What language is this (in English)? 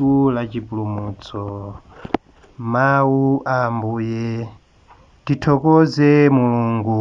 Nyanja